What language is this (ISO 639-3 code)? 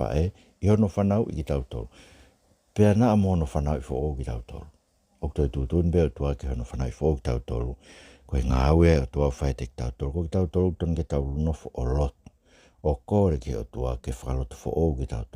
ton